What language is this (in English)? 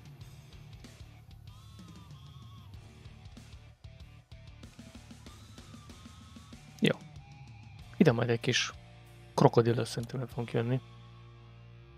Hungarian